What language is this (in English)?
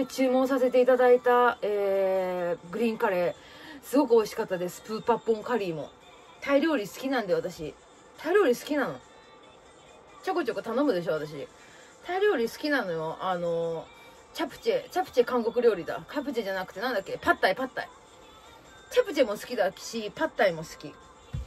Japanese